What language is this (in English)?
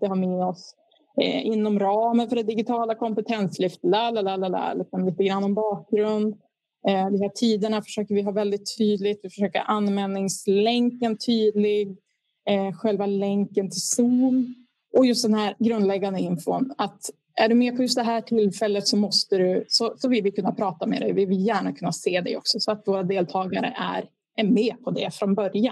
Swedish